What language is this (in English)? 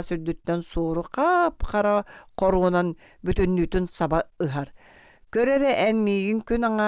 Yakut